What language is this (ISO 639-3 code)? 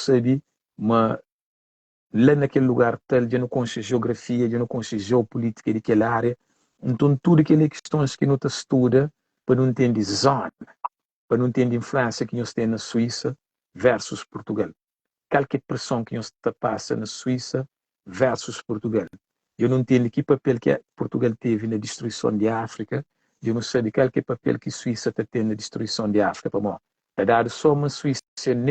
kea